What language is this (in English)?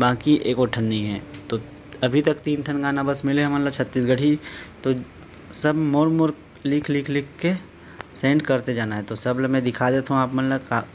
Chhattisgarhi